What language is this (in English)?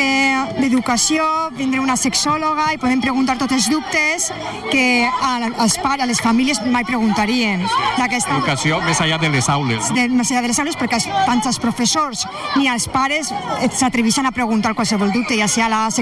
Catalan